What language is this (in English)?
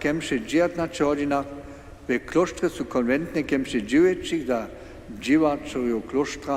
Upper Sorbian